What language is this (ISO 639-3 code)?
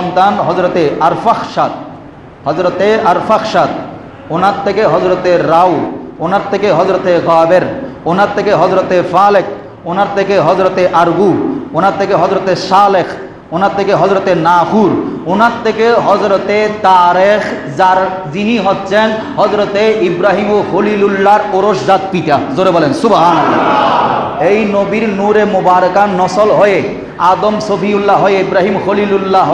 ben